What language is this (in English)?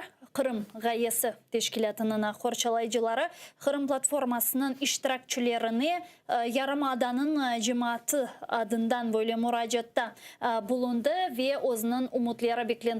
Crimean Tatar